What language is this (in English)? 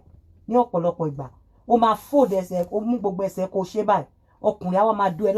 Yoruba